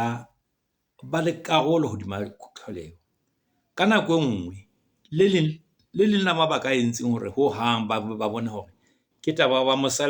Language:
Southern Sotho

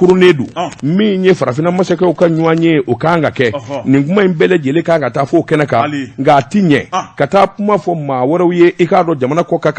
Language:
Bambara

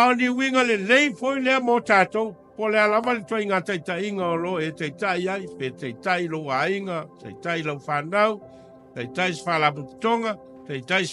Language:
Samoan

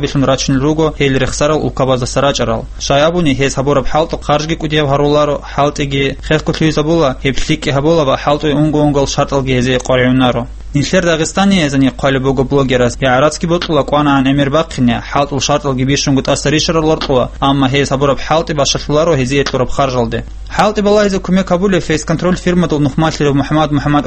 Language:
Avaric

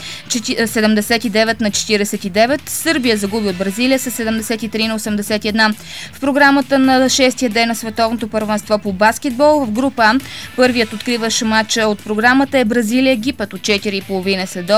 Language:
Bulgarian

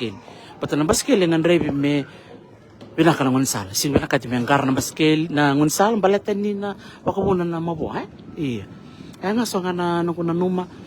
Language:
Fijian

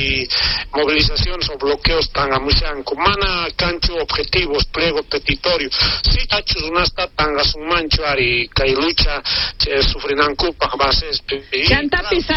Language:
South Bolivian Quechua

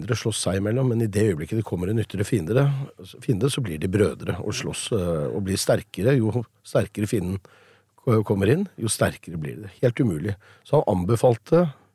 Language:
Norwegian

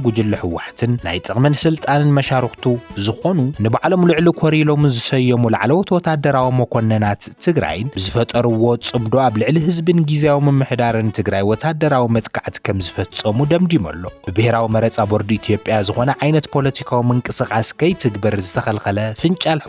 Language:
Tigrinya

